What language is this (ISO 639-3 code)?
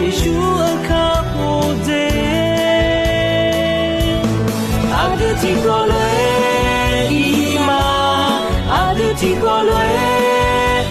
ahk